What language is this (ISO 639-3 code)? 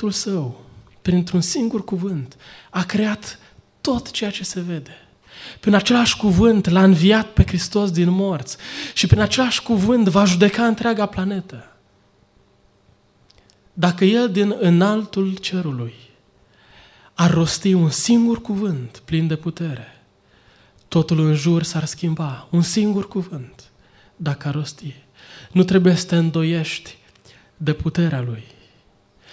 ron